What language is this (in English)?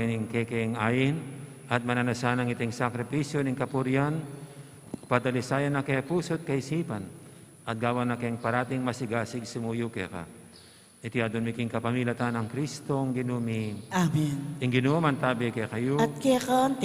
Pampanga